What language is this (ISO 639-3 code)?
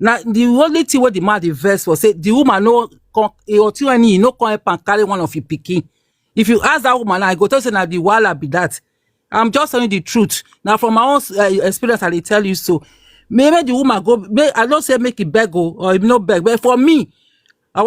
pcm